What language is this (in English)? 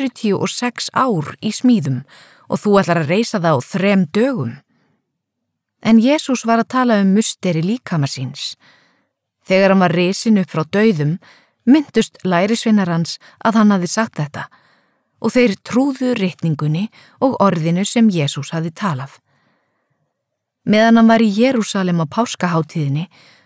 Icelandic